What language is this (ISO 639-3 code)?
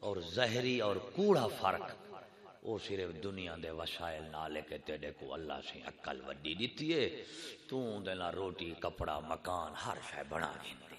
skr